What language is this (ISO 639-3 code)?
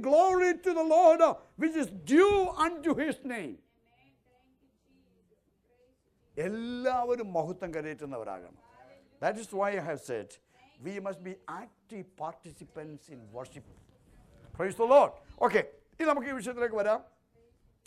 mal